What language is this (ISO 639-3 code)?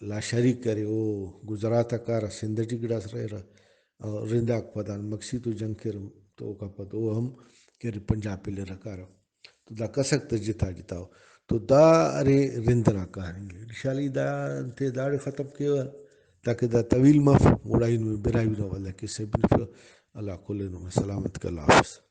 brh